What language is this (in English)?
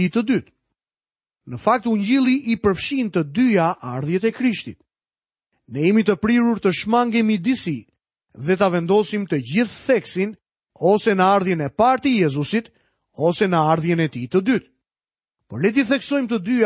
Albanian